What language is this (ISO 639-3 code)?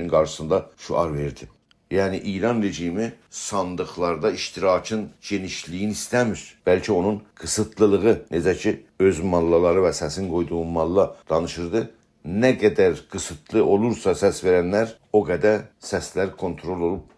azb